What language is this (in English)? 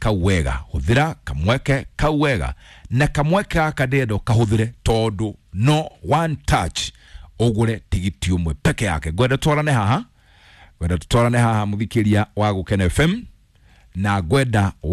Kikuyu